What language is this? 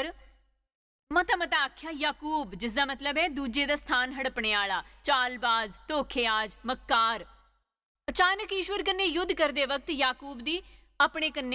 Dogri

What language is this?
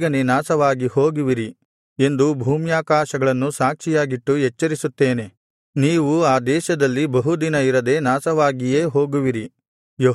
Kannada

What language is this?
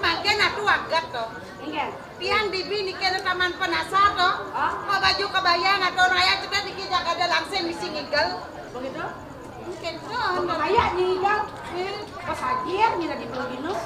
Balinese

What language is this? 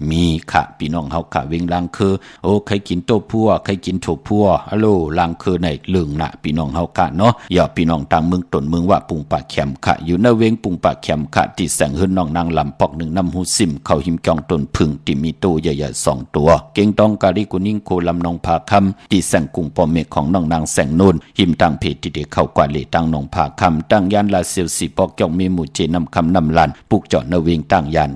Shan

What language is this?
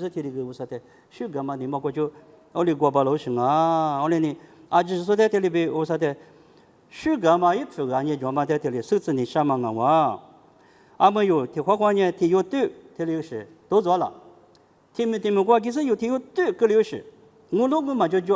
Lisu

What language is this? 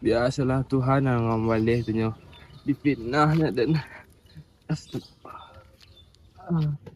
Minangkabau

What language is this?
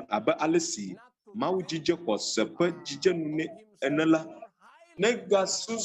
Ewe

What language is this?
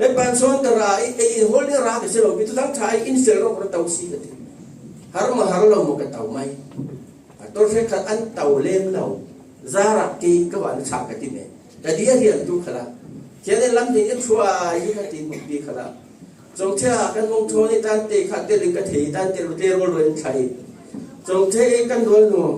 Falam Chin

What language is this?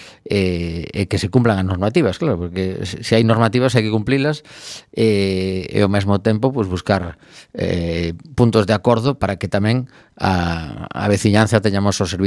Galician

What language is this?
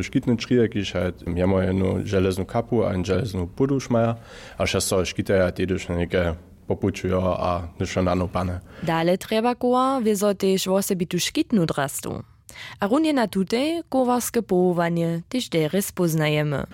Upper Sorbian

